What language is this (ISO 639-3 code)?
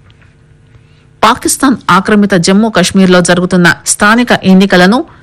tel